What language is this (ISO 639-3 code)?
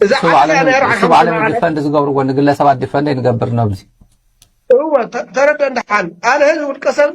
tir